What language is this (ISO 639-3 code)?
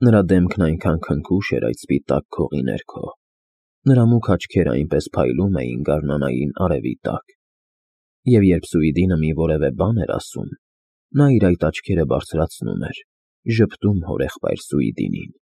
hye